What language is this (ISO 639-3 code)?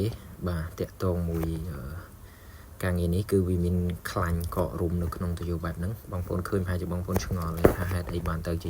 khm